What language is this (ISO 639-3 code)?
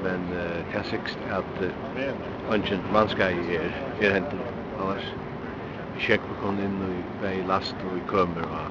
fao